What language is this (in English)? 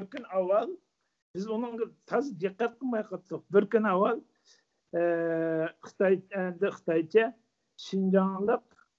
Uyghur